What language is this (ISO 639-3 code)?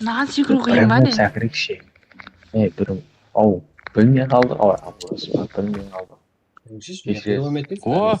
kaa